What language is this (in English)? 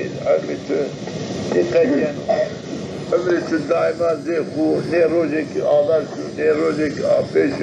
Zaza